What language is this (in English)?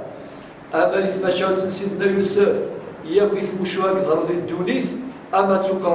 Kabyle